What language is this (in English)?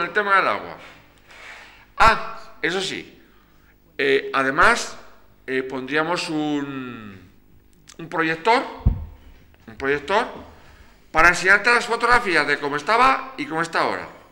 Spanish